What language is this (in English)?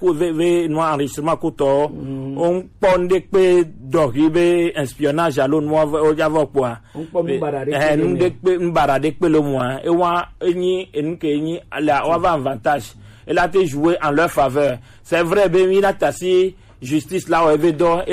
Gen